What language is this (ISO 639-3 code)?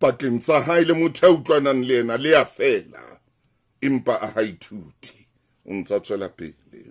sot